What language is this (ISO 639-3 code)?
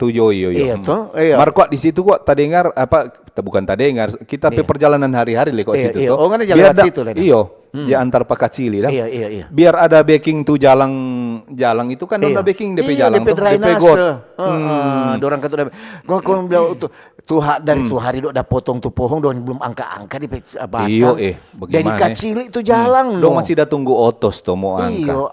xmm